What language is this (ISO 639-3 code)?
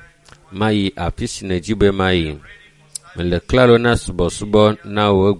ewe